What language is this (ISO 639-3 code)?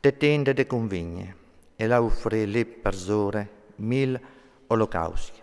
fur